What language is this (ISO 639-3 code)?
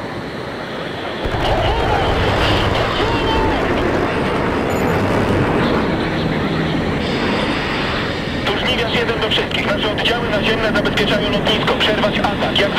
pol